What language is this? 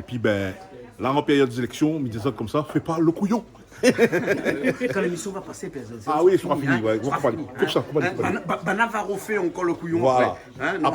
Réunion Creole French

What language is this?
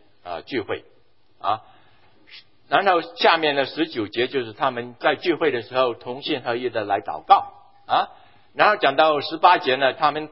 Chinese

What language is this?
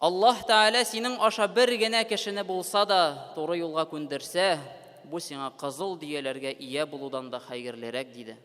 Tatar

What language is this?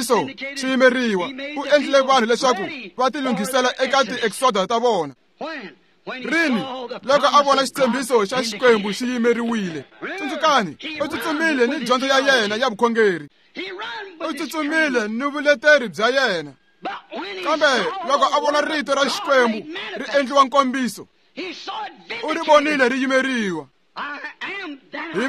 Tsonga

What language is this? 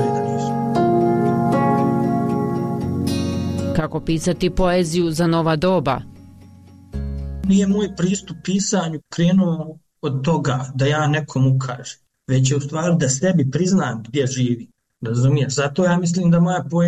Bosnian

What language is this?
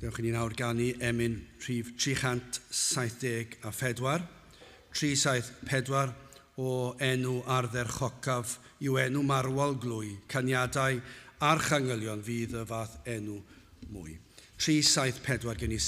Welsh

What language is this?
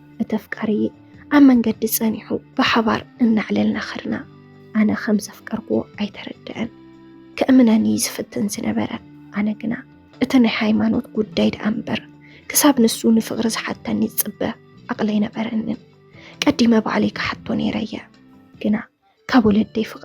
Tigrinya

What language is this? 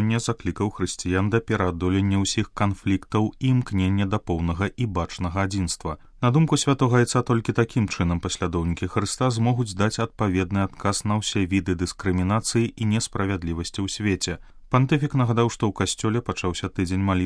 Belarusian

